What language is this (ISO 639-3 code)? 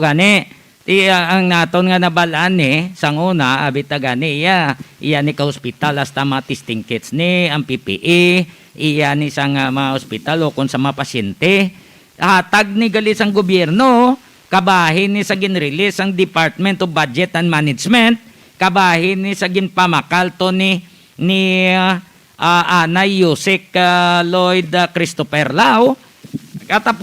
hil